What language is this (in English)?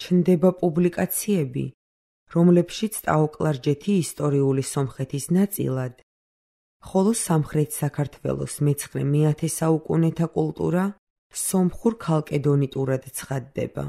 Georgian